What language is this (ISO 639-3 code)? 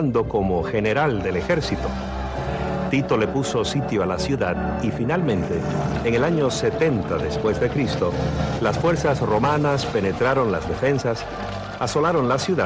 spa